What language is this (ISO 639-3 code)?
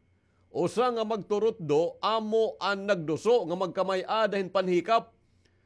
war